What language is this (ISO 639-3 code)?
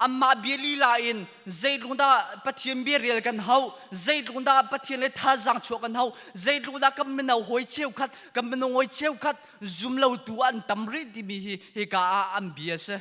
cnh